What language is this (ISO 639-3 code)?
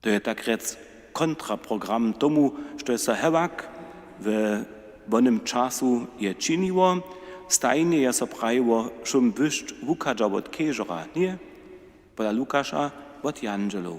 hsb